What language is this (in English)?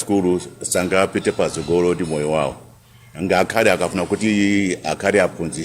Nyanja